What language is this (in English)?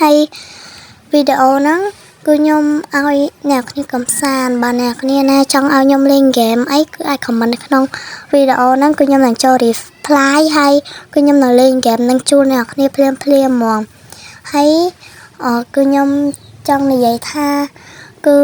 Khmer